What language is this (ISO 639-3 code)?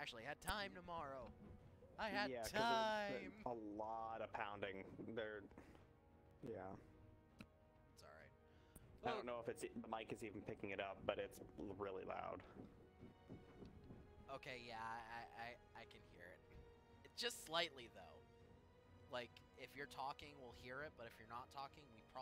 eng